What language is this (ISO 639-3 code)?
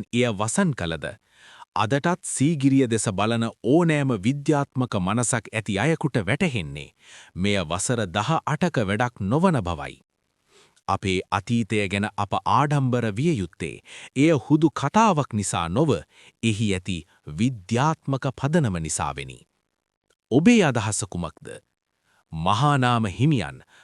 sin